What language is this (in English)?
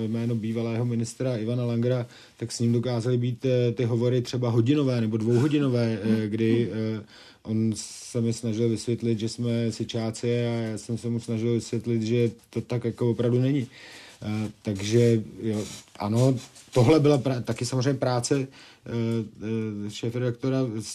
Czech